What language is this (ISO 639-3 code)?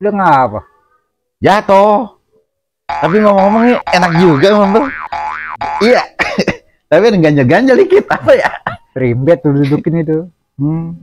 bew